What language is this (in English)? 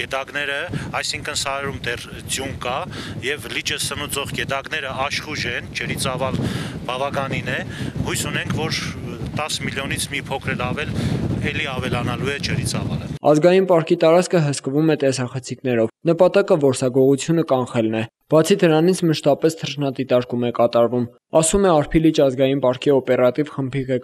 Armenian